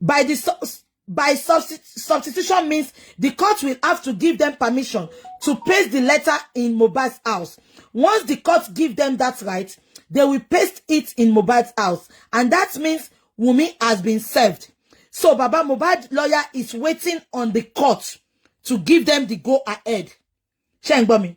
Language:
Yoruba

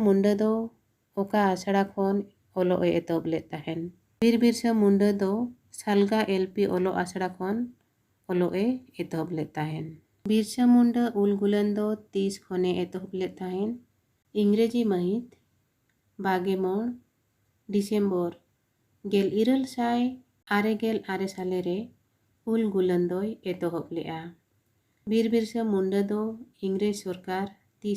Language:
Santali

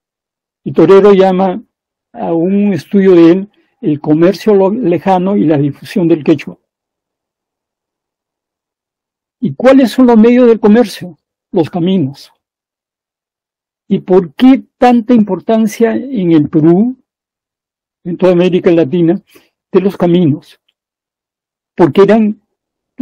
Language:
Spanish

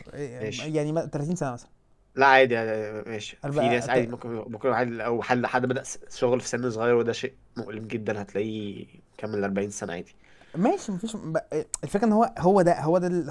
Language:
Egyptian Arabic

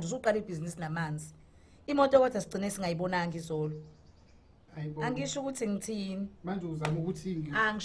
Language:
Zulu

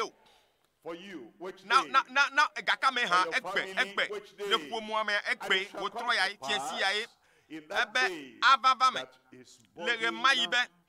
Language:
Ewe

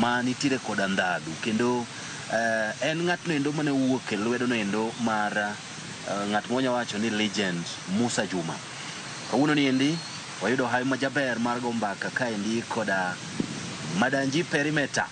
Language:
Luo (Kenya and Tanzania)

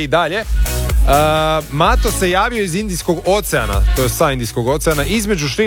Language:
Croatian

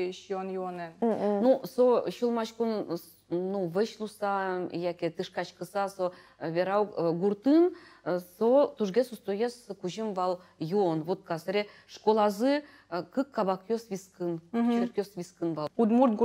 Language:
Udmurt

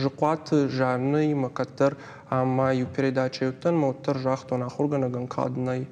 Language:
Ossetic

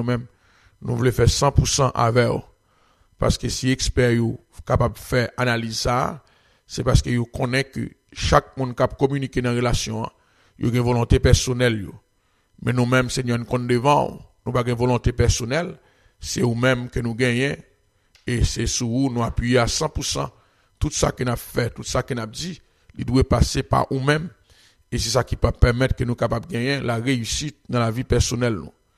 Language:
French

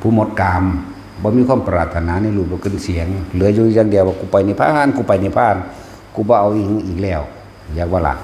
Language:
Northeastern Thai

